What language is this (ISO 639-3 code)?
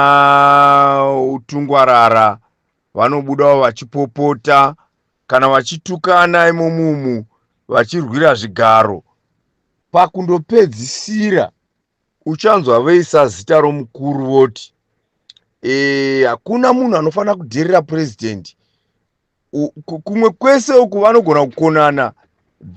sna